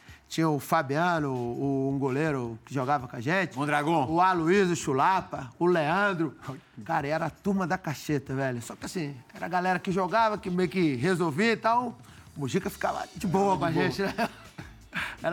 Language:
Portuguese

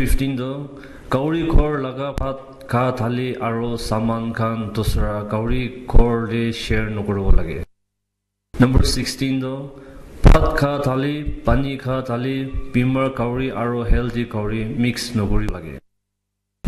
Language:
Naga Pidgin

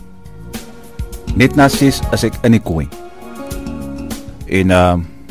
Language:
Afrikaans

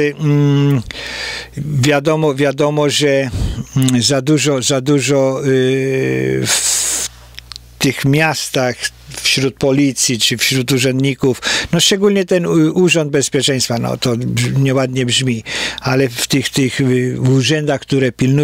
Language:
Polish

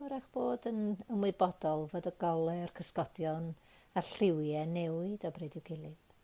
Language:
Welsh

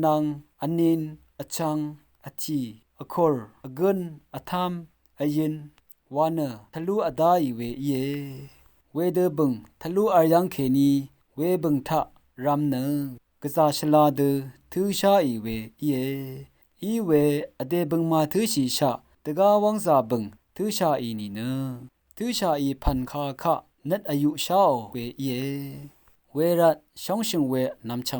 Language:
Rawang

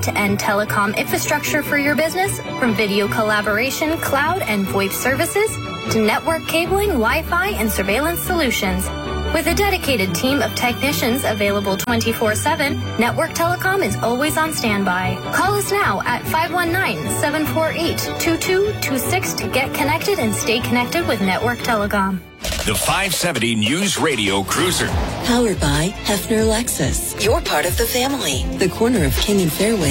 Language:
English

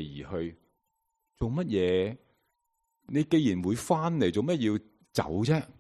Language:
Cantonese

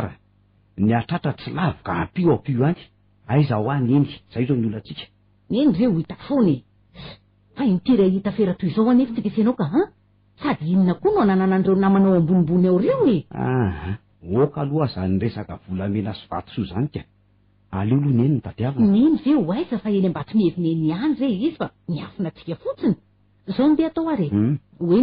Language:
Malagasy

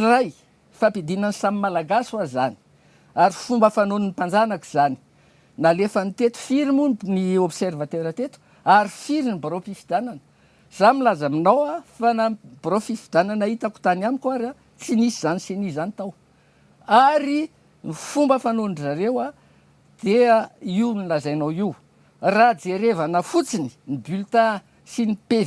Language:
Malagasy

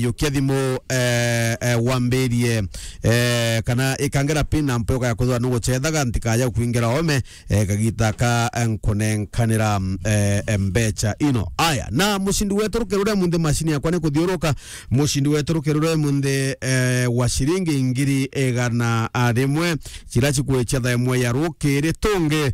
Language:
Meru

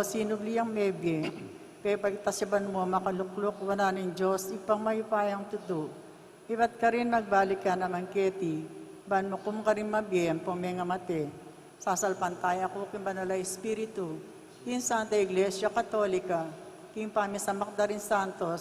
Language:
Pampanga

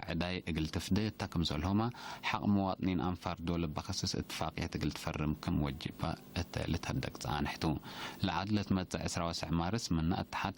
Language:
Tigre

